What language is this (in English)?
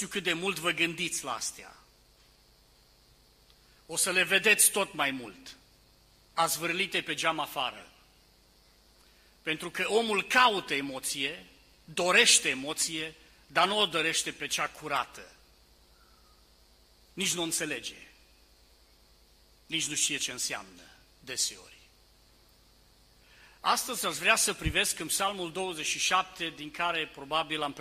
Romanian